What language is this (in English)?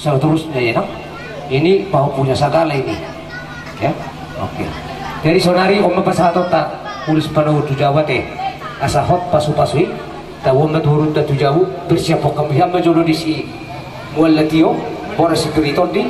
Batak Toba